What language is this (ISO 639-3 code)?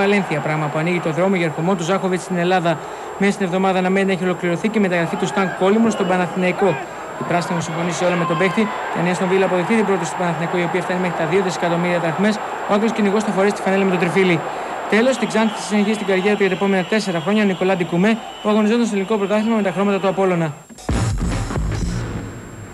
ell